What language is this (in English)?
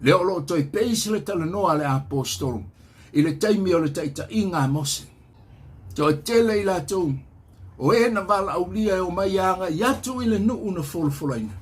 Samoan